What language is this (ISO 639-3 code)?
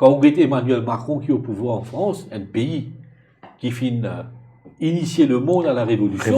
mfe